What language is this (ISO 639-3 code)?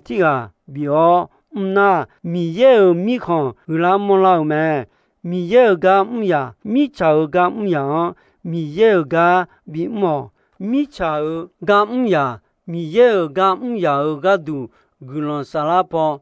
ahk